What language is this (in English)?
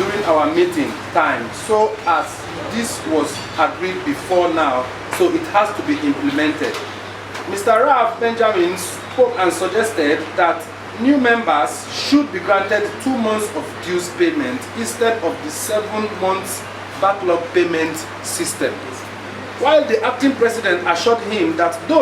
Igbo